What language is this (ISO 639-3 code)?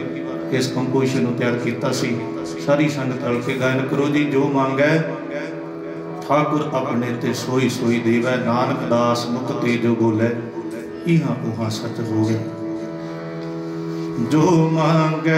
pan